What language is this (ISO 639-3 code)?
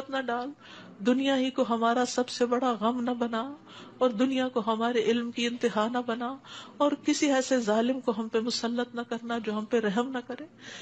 urd